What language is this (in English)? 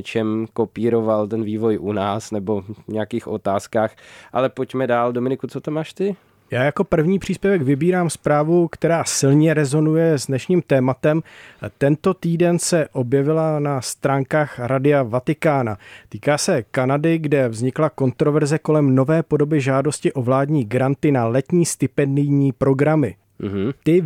Czech